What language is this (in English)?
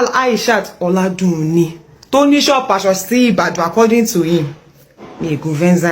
Yoruba